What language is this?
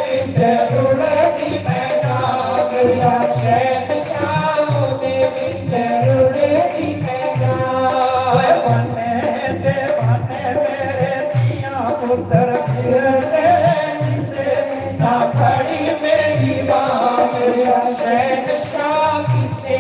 Dogri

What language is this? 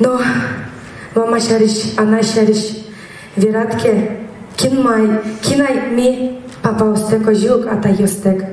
Udmurt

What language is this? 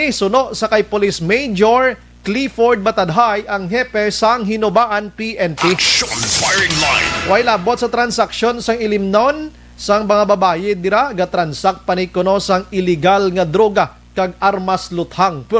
Hiligaynon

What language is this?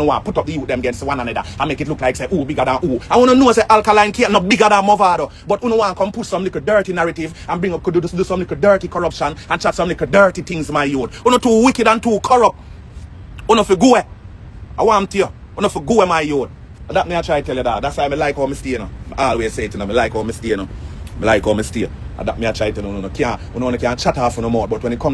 Jamaican Creole English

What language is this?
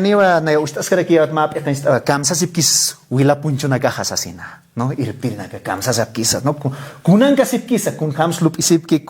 Aymara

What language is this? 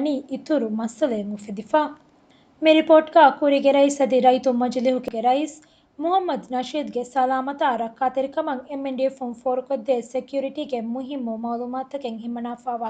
Divehi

